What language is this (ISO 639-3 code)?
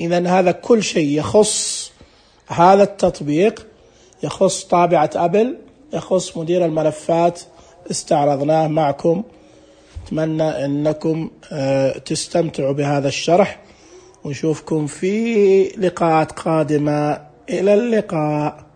ars